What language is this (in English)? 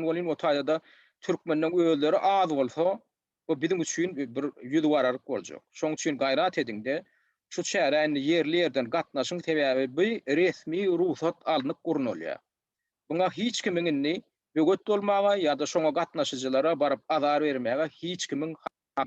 Turkmen